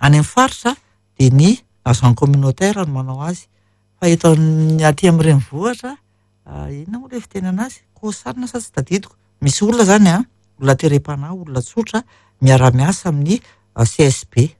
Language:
Malagasy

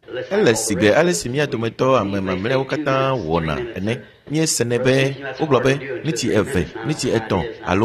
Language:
Ewe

